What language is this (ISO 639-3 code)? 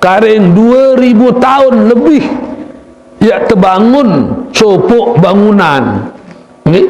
sas